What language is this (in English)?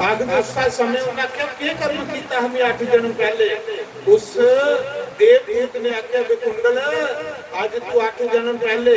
Dogri